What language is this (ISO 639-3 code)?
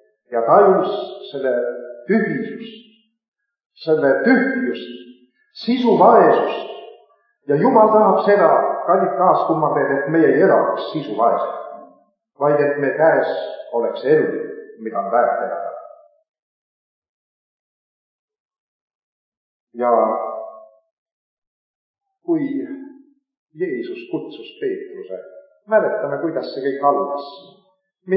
est